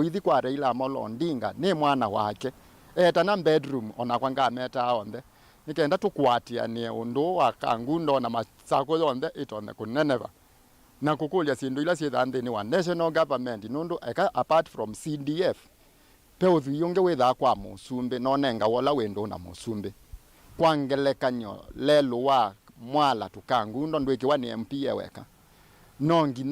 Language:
Kamba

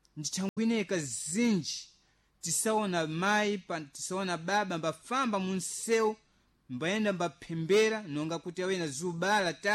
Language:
Sena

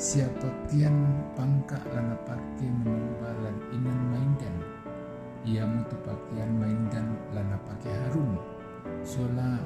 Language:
Toraja-Sa'dan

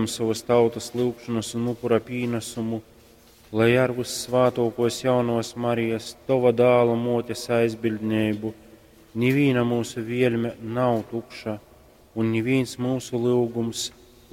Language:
Latgalian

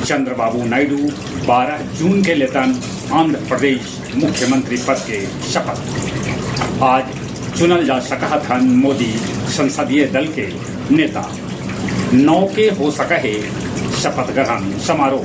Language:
Magahi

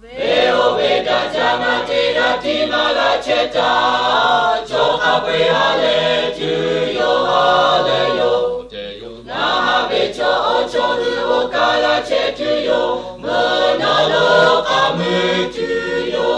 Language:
Lahu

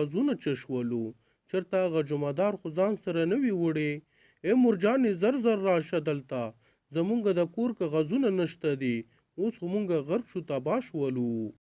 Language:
Pashto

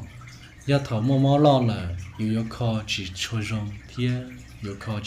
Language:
Hmong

